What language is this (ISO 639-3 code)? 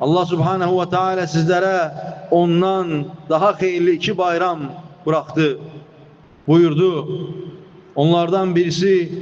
aze